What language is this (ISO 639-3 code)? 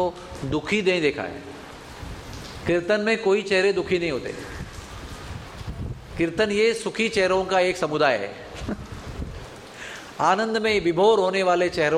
hin